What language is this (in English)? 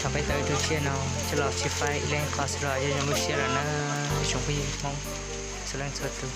Hmong